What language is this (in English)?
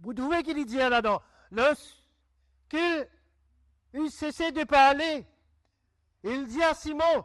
Morisyen